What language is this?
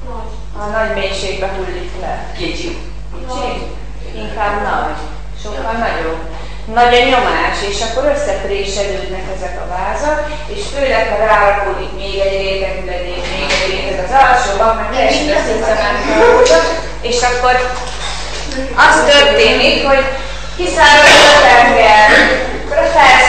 Hungarian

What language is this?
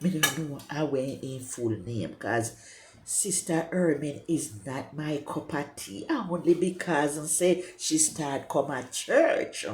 Jamaican Creole English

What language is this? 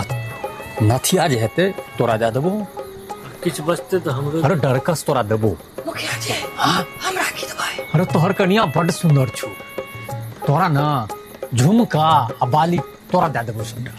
Maithili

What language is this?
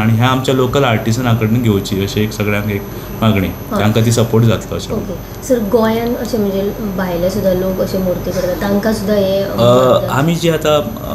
Konkani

